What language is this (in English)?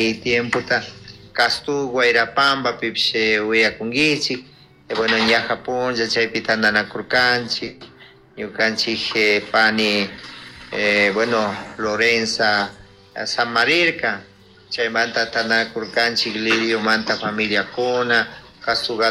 Chimborazo Highland Quichua